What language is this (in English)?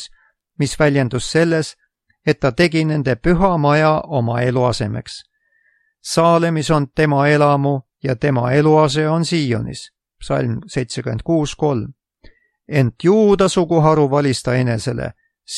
Estonian